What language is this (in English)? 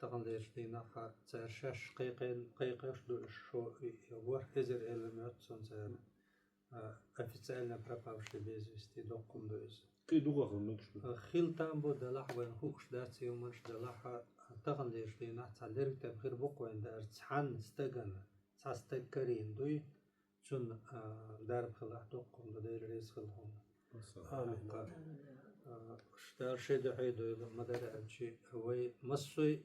Chechen